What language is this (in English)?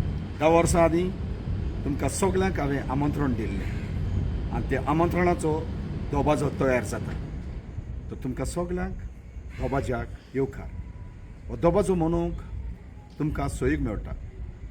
Konkani